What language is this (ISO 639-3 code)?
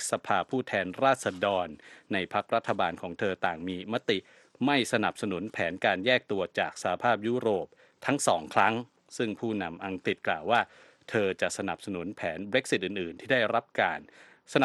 tha